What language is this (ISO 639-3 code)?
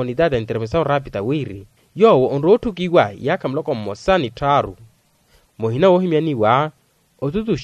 vmw